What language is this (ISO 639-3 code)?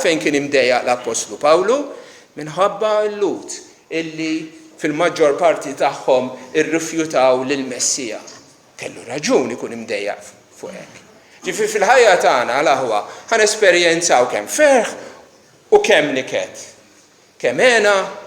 mlt